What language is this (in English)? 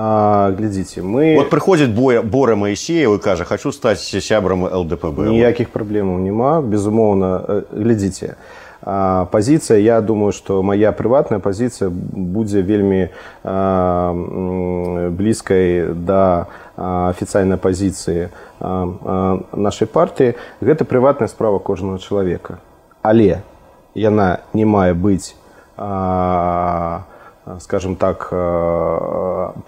Belarusian